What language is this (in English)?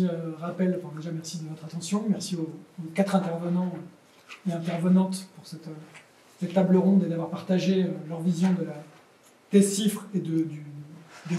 French